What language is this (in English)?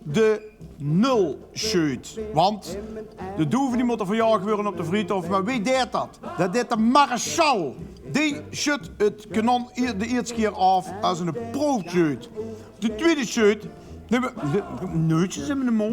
Limburgish